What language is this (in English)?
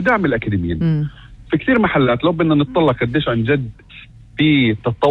North Levantine Arabic